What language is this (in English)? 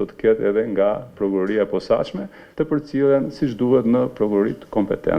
Albanian